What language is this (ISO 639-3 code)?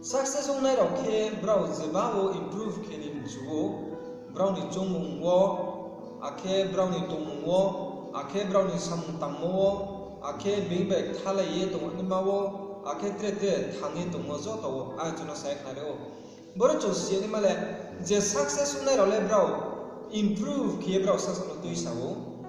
ria